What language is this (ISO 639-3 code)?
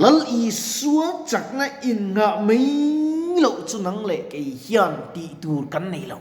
lus